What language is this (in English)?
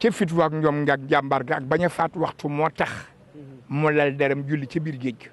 Wolof